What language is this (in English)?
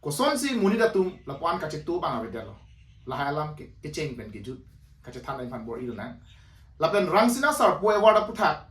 Karbi